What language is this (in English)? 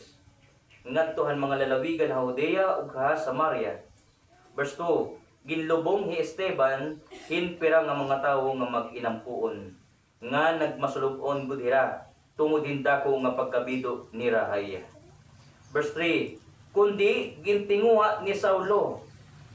Waray